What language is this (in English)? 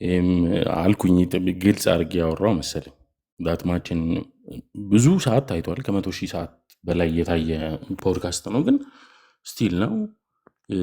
Amharic